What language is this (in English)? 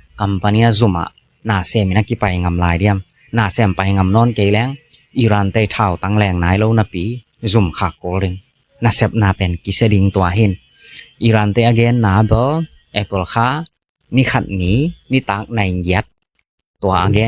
Tedim Chin